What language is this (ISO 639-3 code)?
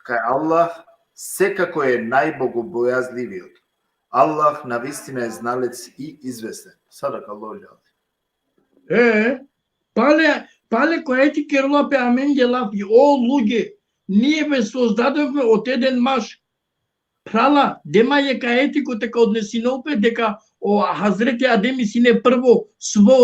rmn